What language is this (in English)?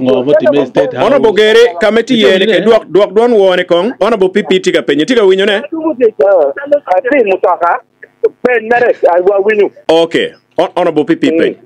Acoli